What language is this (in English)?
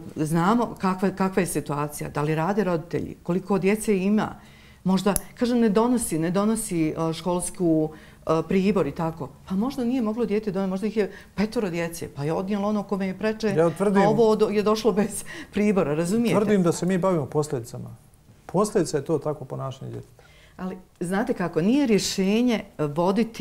Bosnian